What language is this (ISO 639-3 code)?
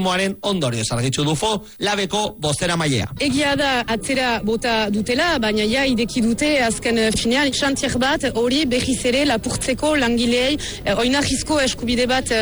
eus